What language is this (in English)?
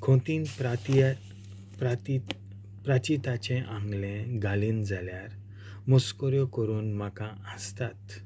Konkani